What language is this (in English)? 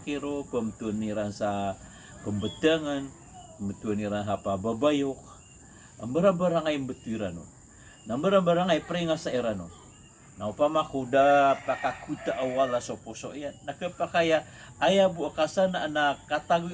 Maranao